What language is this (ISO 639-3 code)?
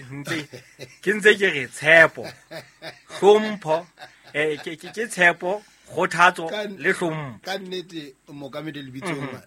sot